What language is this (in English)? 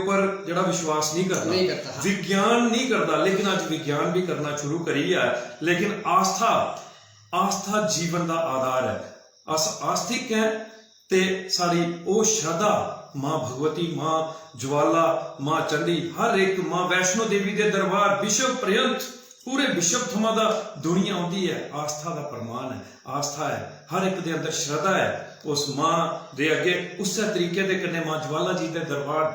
Dogri